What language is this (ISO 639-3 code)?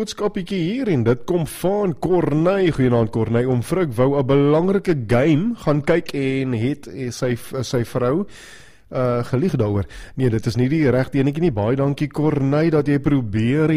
afr